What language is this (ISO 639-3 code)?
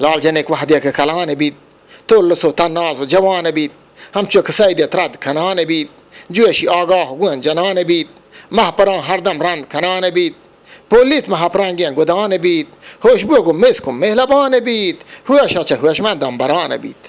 bgp